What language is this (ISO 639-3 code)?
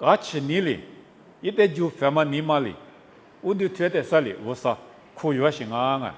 lis